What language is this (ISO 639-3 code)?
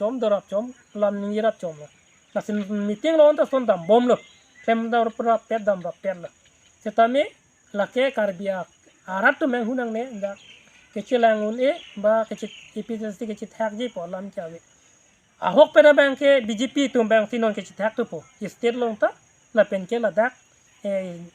mjw